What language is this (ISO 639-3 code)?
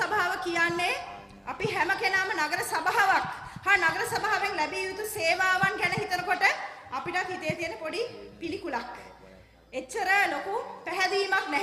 sin